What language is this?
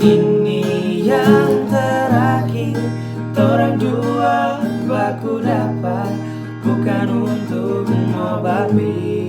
Manado Malay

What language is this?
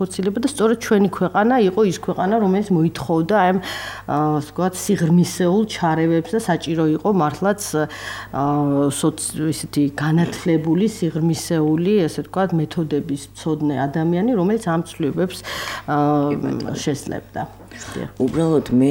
Georgian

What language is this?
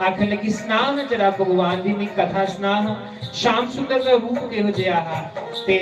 Dogri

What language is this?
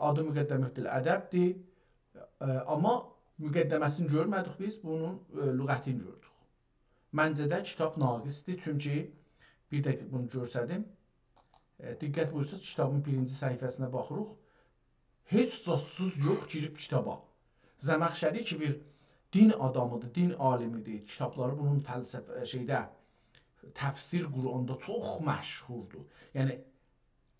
South Azerbaijani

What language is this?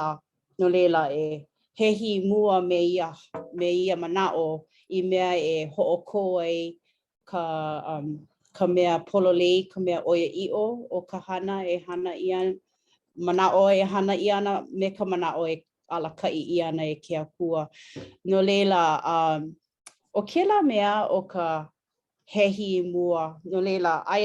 Hawaiian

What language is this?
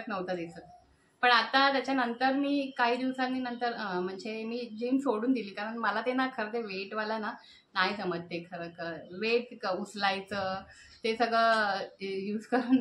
Marathi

